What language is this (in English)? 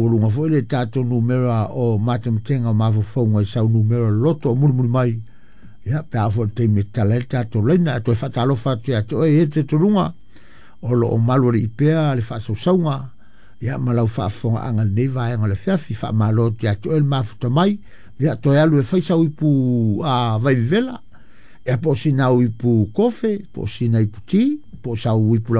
Samoan